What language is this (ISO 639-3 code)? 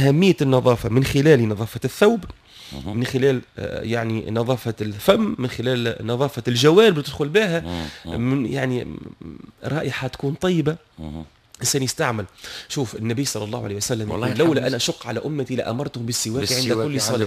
aeb